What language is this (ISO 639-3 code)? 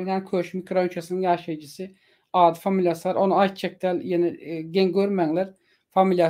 tuk